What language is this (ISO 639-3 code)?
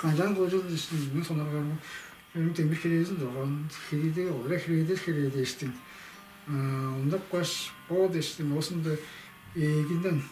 tyv